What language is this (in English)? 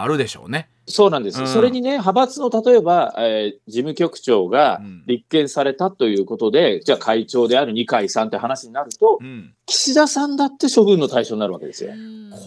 Japanese